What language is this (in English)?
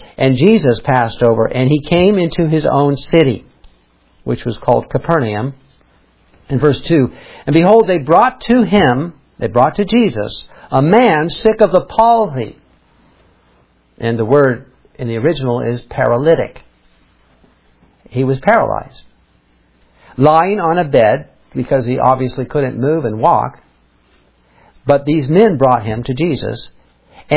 English